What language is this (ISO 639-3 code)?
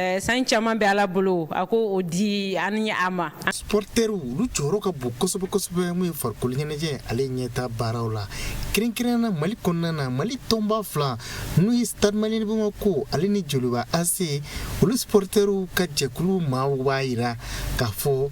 bam